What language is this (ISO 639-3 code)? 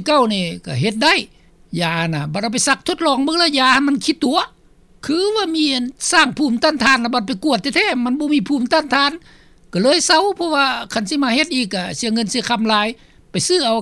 lao